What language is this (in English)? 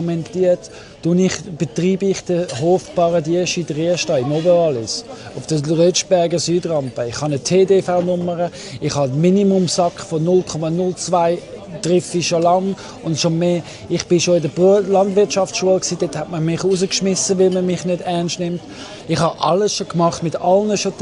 Swiss German